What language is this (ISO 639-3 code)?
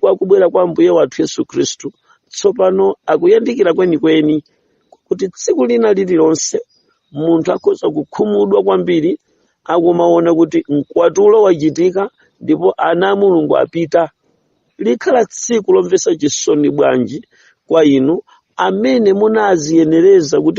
nya